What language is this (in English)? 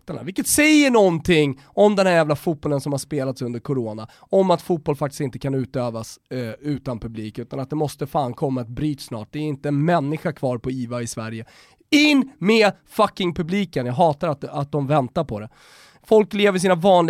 Swedish